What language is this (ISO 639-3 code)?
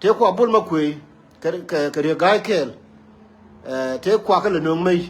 nus